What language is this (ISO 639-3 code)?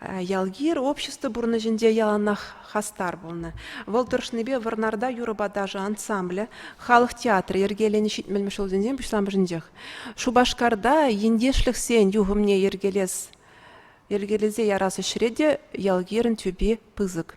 chv